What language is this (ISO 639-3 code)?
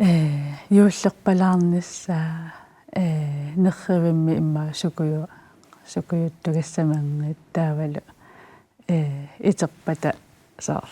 kal